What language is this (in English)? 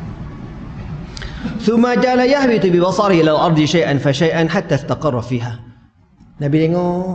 Malay